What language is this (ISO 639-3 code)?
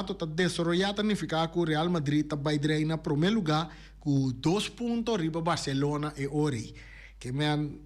pap